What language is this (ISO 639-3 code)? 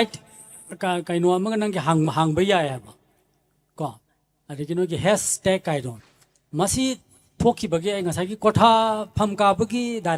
mni